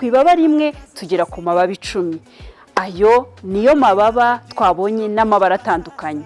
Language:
Kinyarwanda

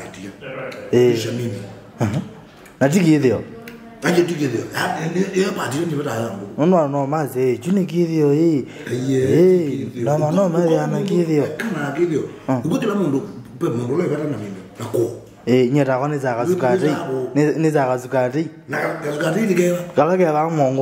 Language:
Kamba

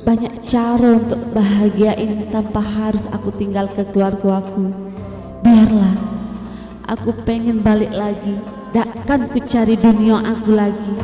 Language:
Musi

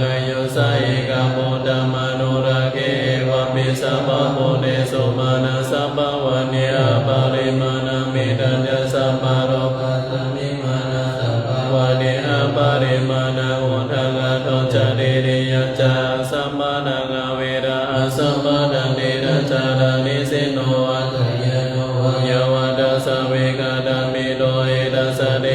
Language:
Pali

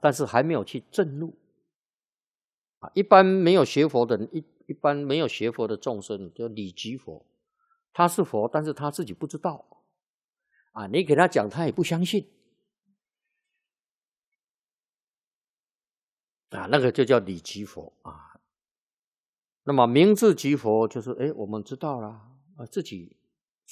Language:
Chinese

